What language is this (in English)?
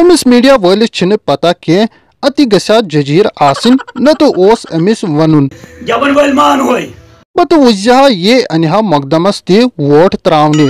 Kashmiri